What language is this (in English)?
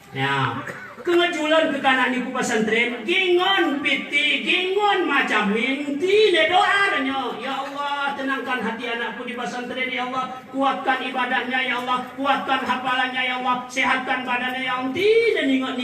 Gayo